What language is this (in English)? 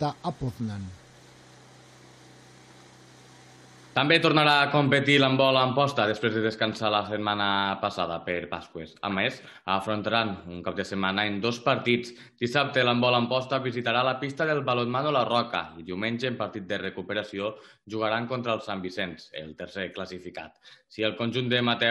Catalan